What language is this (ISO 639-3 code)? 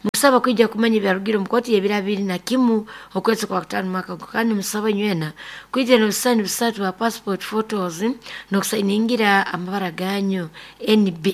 nyo